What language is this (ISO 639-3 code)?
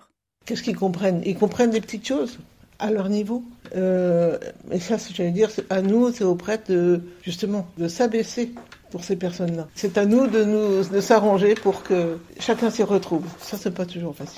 fra